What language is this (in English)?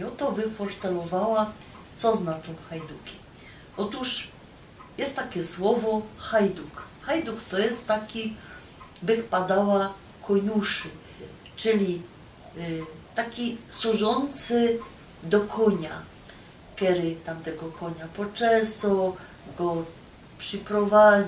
Silesian